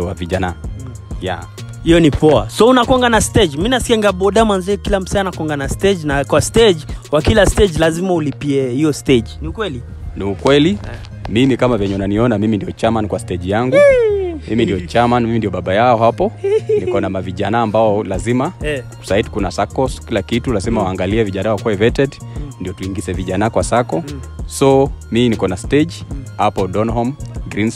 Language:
Swahili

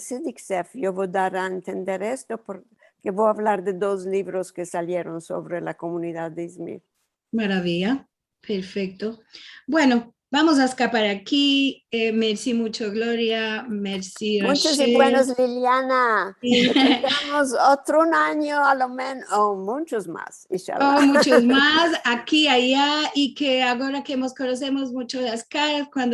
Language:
Ladino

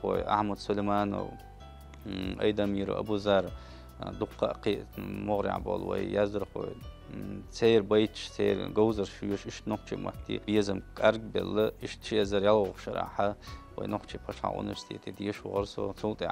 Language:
Chechen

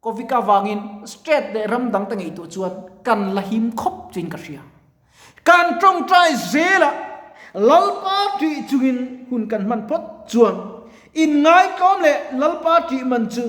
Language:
Mizo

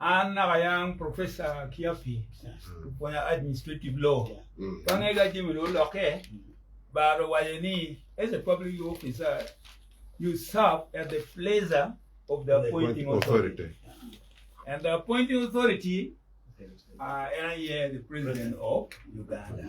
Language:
Acoli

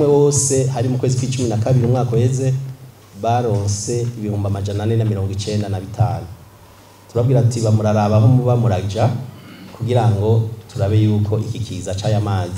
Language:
Rundi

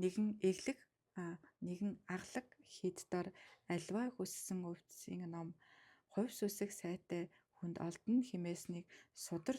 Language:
Mongolian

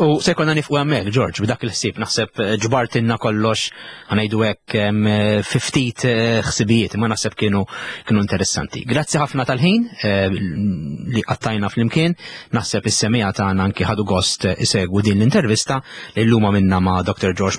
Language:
Maltese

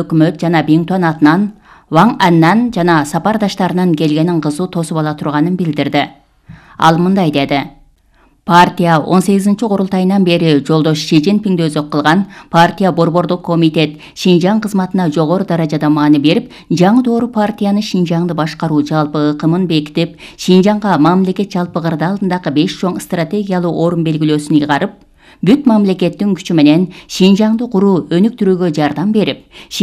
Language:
Kyrgyz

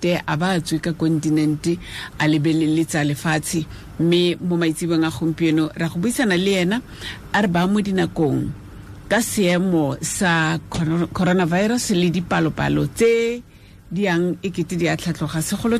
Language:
Tswana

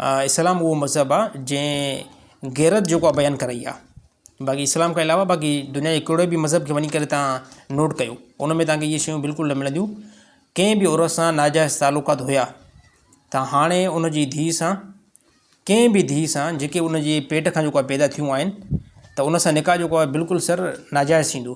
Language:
Sindhi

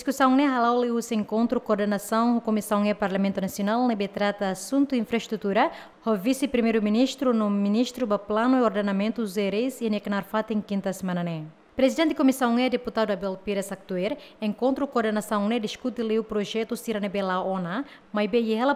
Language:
Tetum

